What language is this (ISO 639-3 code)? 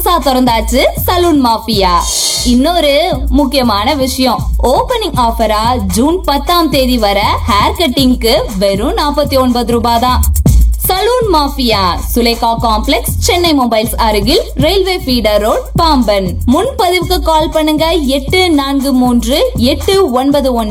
tam